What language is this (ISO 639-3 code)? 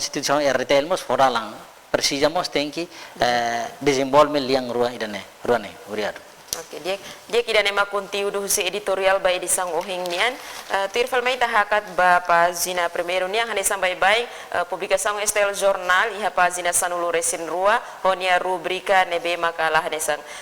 tet